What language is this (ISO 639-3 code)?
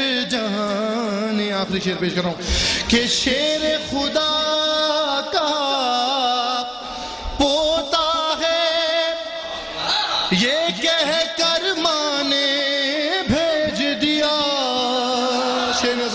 urd